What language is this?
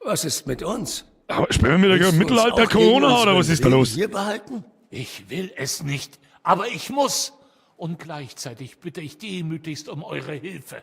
Bavarian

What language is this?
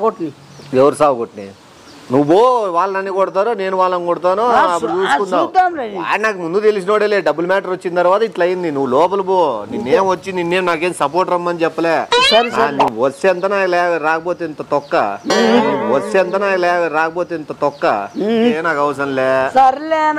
Telugu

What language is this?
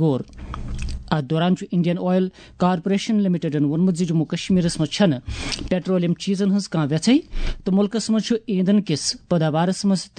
Kashmiri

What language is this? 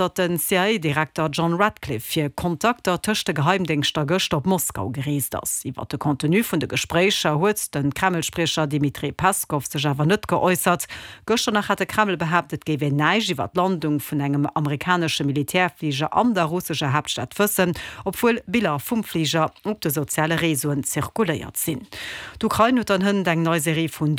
Luxembourgish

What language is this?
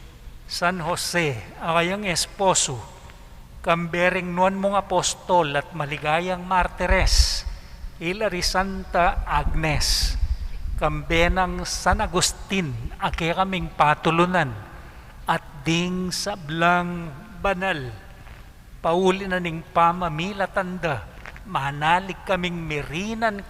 Pampanga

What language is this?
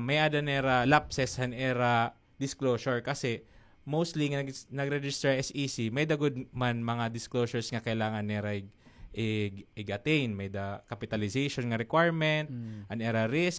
Waray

